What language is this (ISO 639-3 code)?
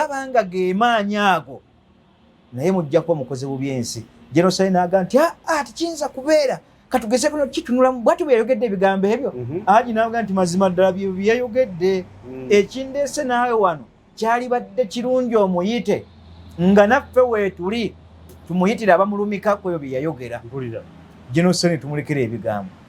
lug